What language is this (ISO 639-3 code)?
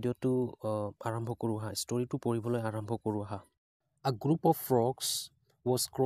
asm